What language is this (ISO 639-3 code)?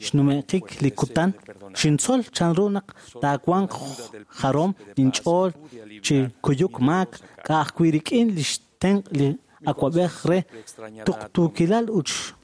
kek